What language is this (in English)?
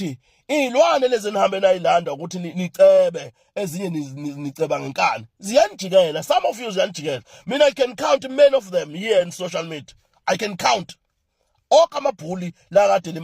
Zulu